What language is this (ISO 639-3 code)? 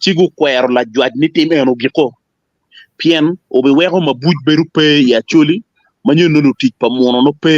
ach